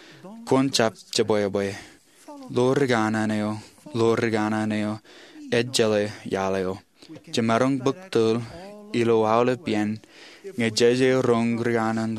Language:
Marshallese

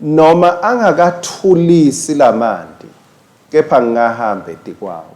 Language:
Swati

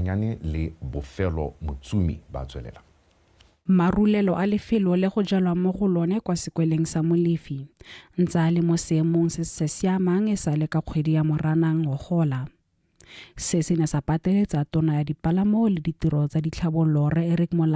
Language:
Tswana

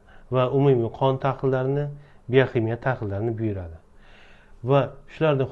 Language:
Uzbek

